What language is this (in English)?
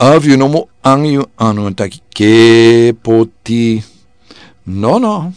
Sranan Tongo